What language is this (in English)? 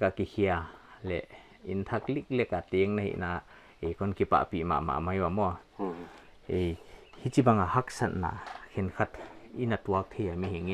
Paite Chin